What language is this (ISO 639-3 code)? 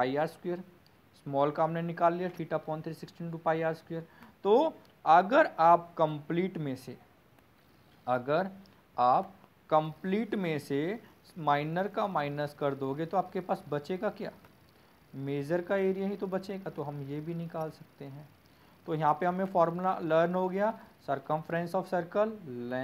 hin